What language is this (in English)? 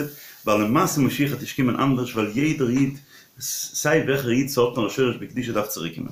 Yiddish